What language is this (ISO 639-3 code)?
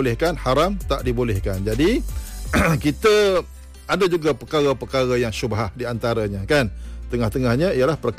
msa